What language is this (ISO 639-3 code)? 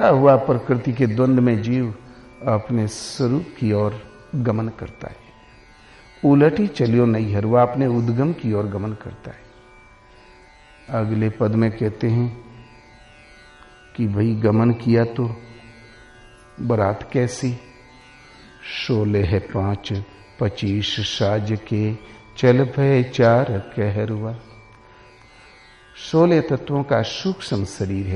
hin